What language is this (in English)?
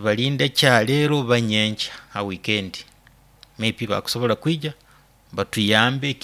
Nyoro